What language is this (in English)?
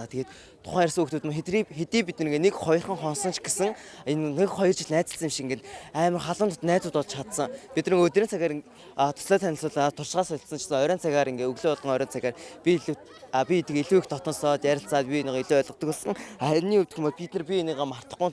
Mongolian